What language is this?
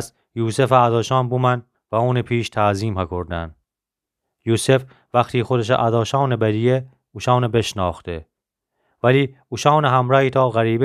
Gilaki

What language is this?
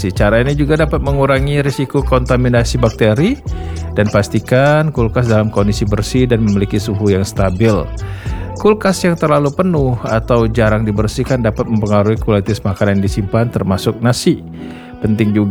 Indonesian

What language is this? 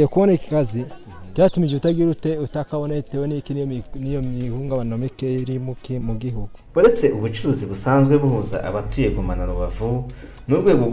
Kinyarwanda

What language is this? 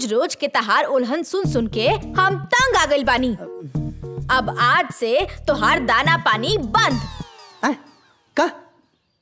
Bhojpuri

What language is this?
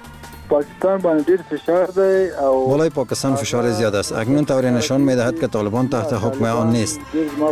Persian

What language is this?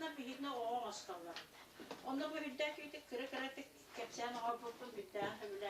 Yakut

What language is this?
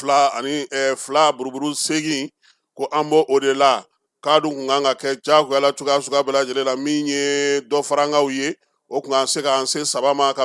Bambara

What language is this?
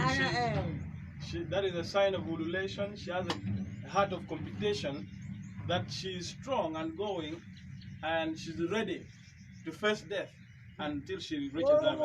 Acoli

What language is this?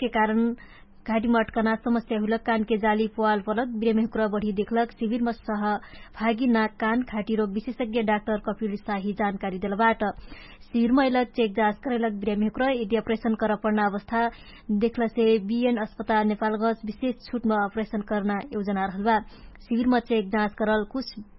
Dangaura Tharu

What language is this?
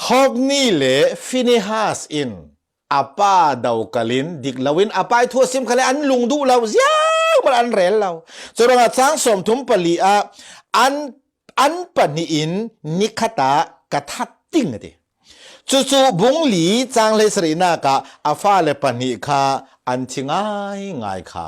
Falam Chin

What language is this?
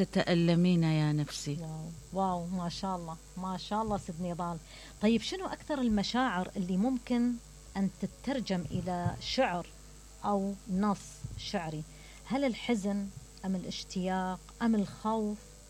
Mesopotamian Arabic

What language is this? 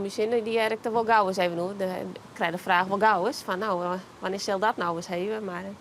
Western Frisian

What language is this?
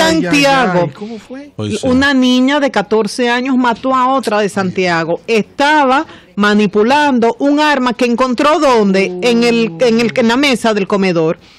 Spanish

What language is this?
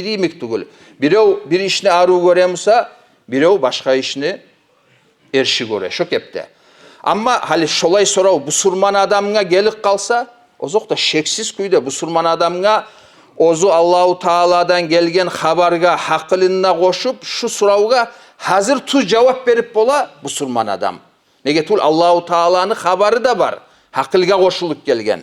Kumyk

